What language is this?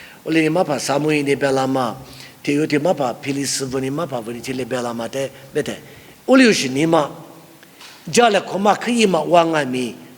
Lisu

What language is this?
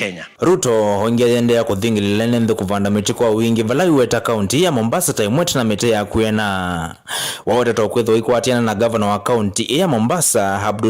Kamba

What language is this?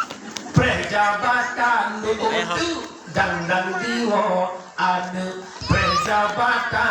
Achinese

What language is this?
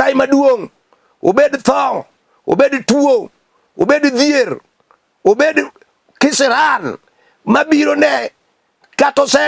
Luo (Kenya and Tanzania)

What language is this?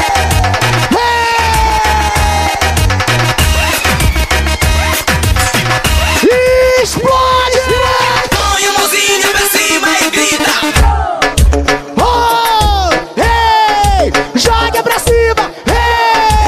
Portuguese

